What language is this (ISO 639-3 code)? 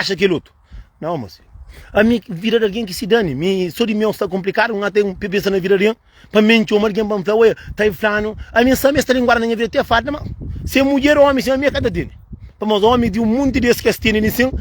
kea